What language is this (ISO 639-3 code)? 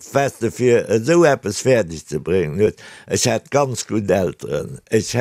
ltz